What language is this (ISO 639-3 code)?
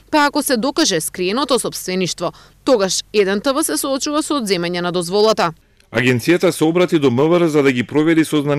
mkd